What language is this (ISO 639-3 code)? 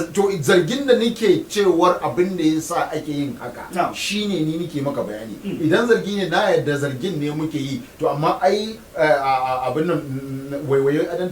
hau